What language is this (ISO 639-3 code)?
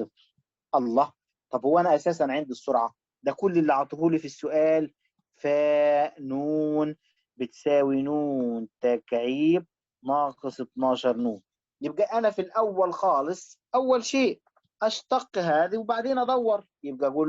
arz